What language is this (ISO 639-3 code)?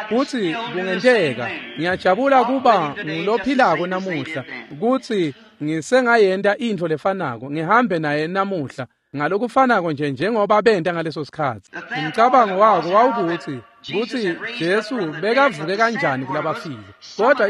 ssw